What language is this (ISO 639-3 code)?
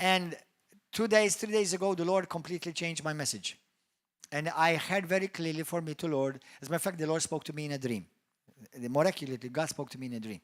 eng